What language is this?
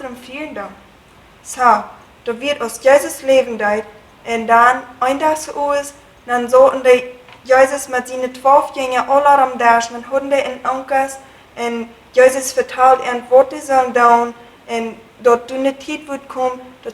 Plautdietsch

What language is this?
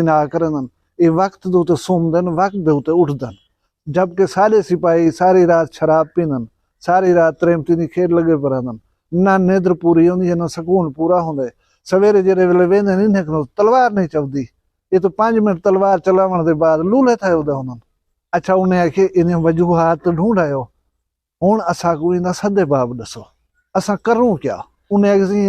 Saraiki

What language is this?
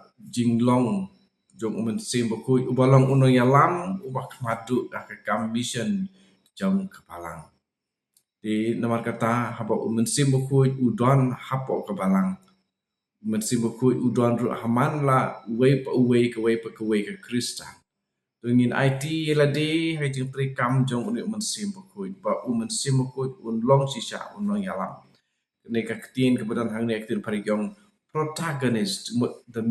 Khasi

